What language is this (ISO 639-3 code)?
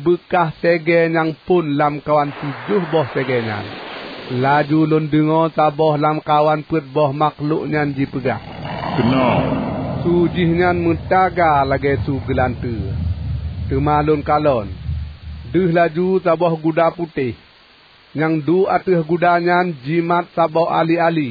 ace